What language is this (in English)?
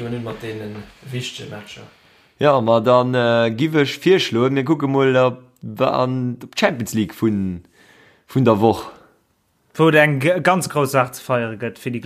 Luxembourgish